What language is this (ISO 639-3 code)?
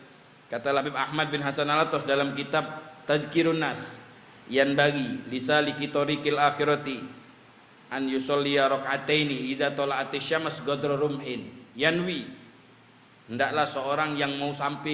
mui